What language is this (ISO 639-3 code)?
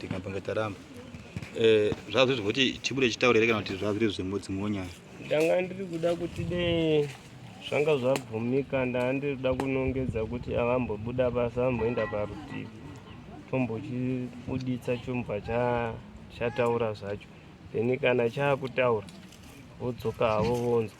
sna